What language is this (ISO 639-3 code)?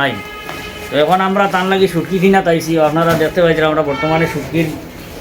syl